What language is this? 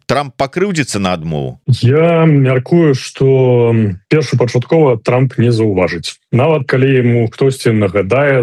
Belarusian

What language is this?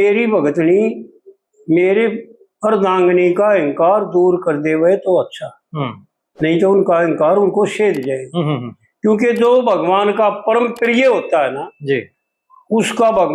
Haryanvi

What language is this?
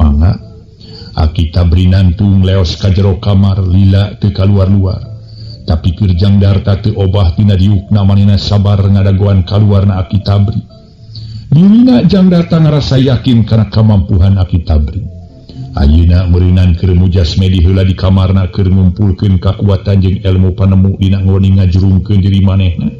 Sundanese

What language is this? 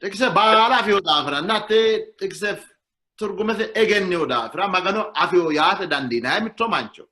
Sidamo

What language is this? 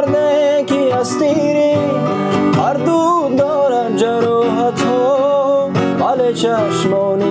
Tajik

